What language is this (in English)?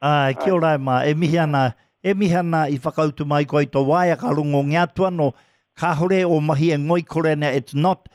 Māori